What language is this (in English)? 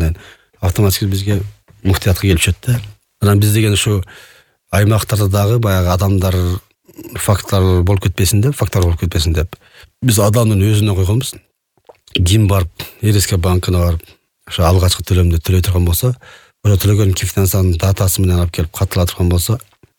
Kyrgyz